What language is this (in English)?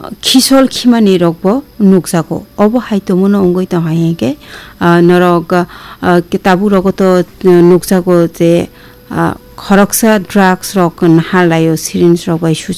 Kok Borok